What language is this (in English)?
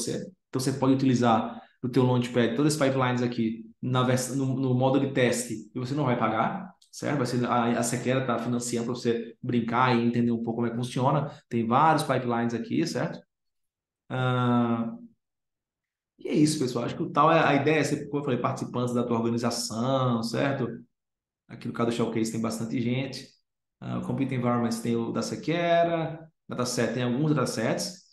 Portuguese